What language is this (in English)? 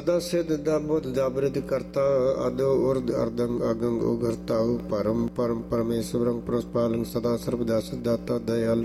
Punjabi